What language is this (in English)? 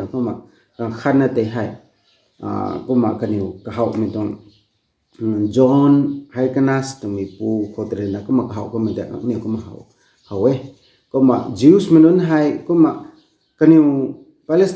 Rongmei Naga